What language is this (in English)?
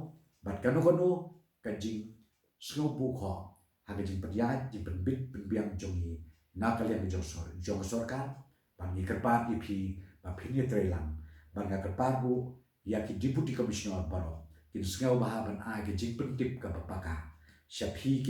Khasi